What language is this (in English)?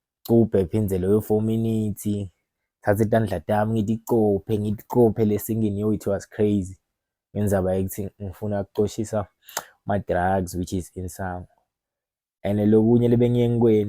Swati